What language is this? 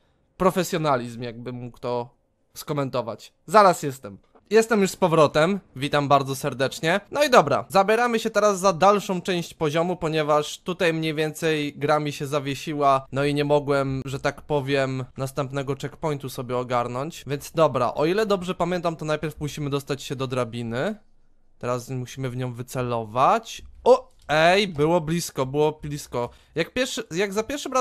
Polish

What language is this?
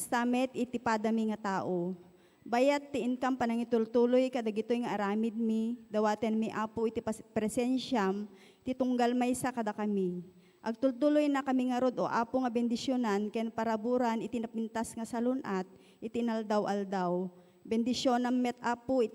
Iloko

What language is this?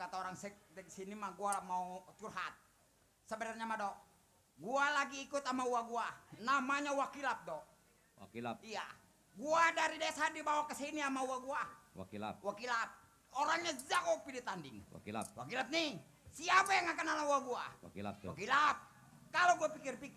Betawi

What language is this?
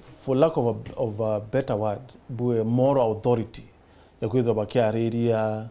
Meru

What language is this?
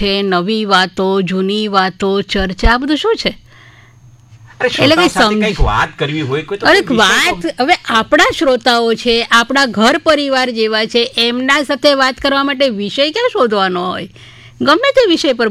Gujarati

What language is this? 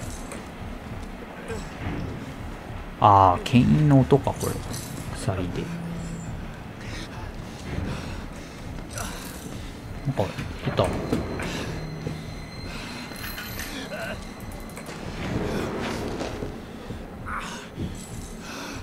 Japanese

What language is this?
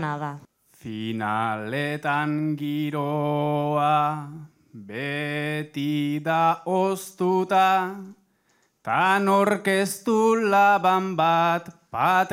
Basque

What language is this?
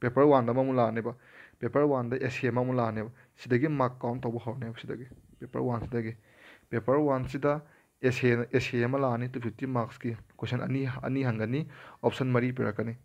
Manipuri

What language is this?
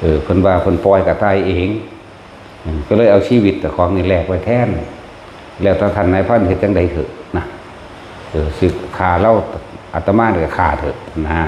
Northeastern Thai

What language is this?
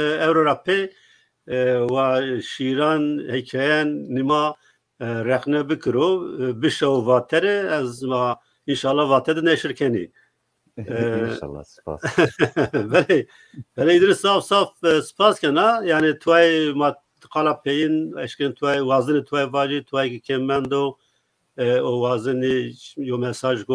Zaza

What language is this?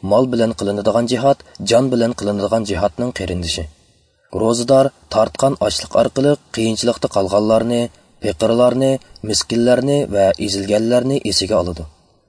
Uyghur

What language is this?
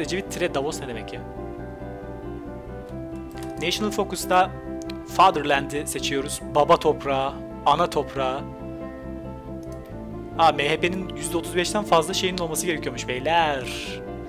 Turkish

